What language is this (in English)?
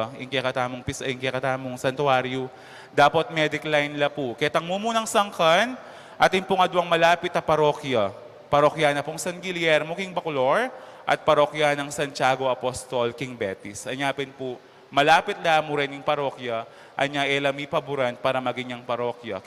Pampanga